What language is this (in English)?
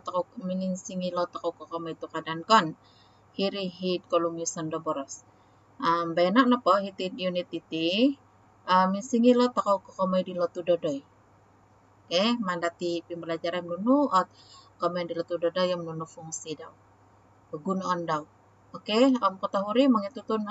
Central Dusun